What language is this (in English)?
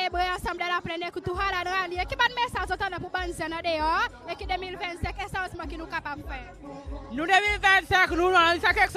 Seselwa Creole French